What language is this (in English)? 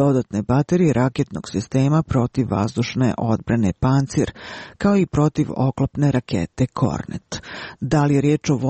Serbian